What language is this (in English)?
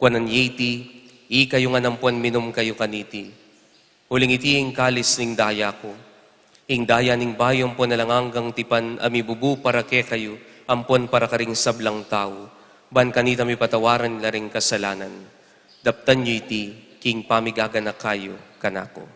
Pampanga